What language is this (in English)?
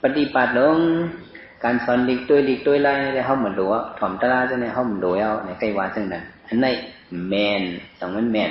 Shan